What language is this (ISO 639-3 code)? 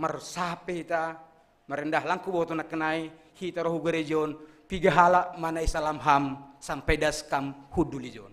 bts